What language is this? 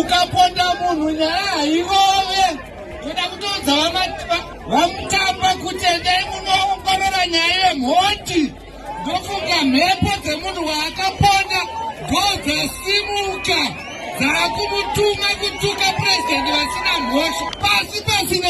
Shona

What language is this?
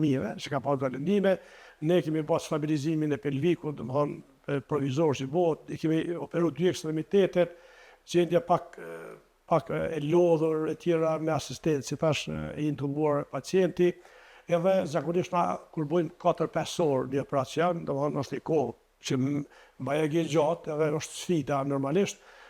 Albanian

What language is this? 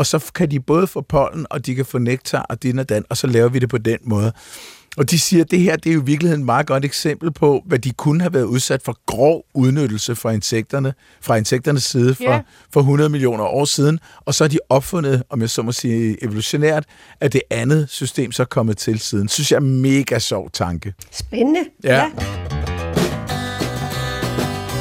Danish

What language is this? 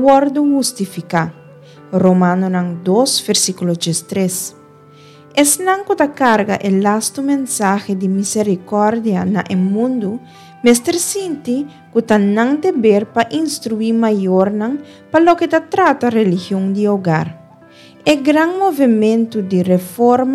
Papiamento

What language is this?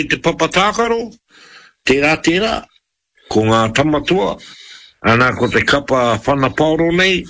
Māori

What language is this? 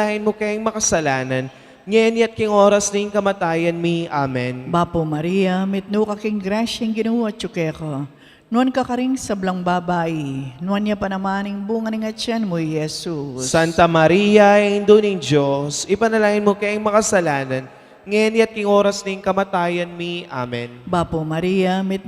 Pampanga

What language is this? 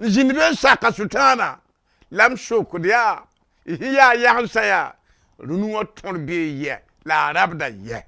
Mossi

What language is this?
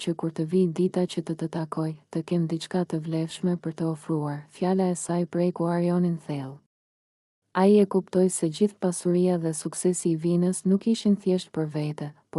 Albanian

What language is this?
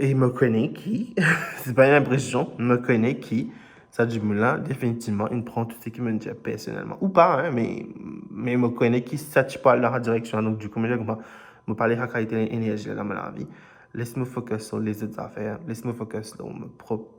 Morisyen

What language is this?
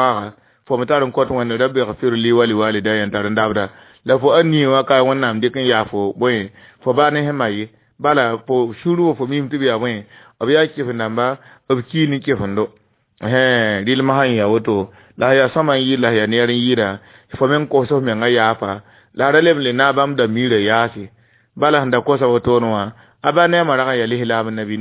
Mossi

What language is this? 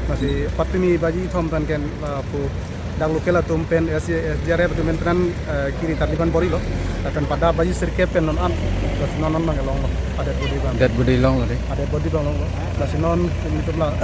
Karbi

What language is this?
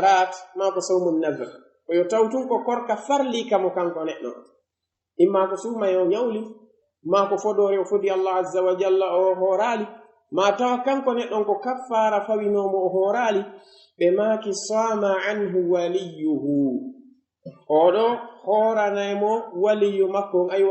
Pular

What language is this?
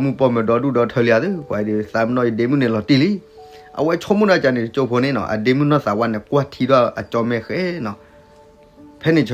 S'gaw Karen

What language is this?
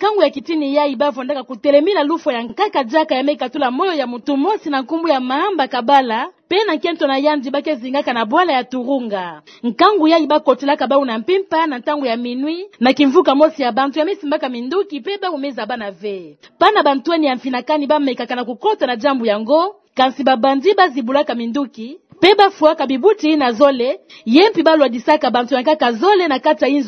Kituba (Democratic Republic of Congo)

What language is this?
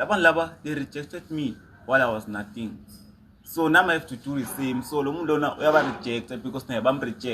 Zulu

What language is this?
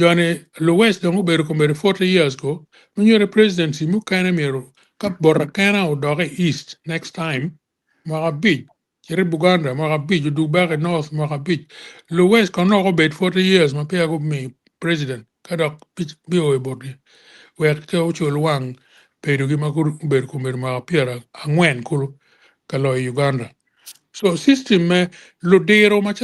Acoli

